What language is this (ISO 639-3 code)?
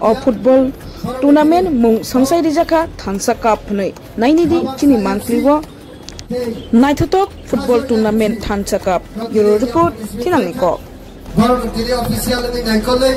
trp